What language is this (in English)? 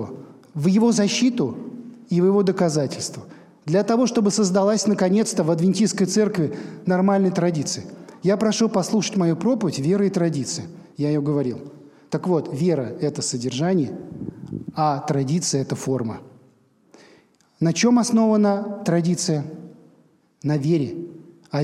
Russian